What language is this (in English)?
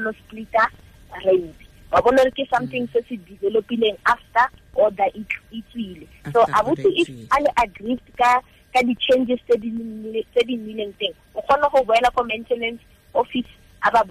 Tswana